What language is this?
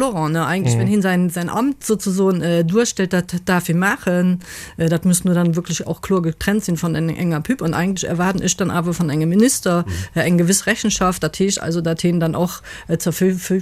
Luxembourgish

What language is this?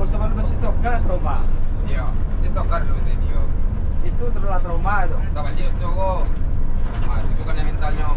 Minangkabau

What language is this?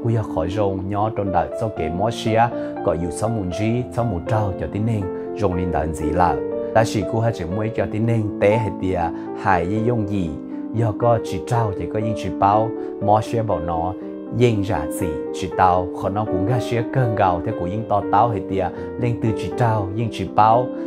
Hmong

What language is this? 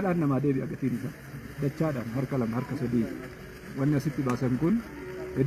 Oromo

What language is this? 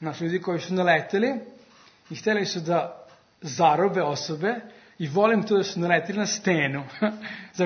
Serbian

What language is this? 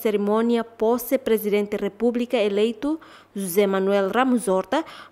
Tetum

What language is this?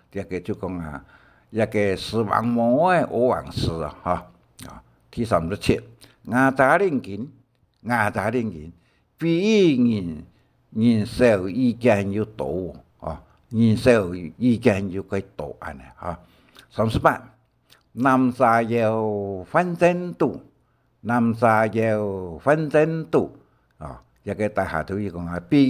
Hakka Chinese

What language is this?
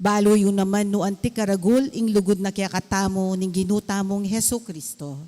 Pampanga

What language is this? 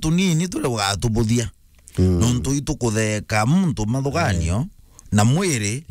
Meru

